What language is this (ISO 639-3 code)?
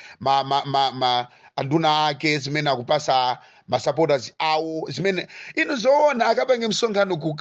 nya